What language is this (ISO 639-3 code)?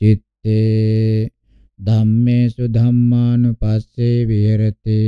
pli